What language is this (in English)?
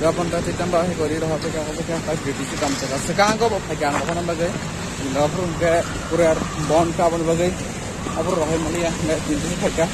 Kok Borok